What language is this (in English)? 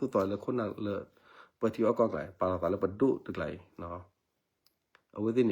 S'gaw Karen